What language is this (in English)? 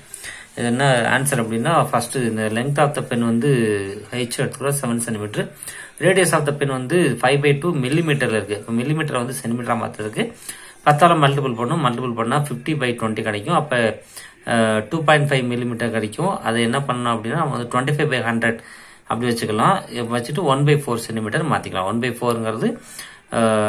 Tamil